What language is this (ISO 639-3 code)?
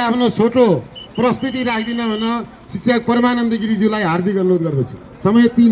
nep